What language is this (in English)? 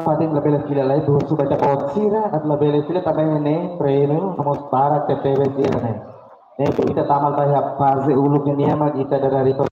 Tetum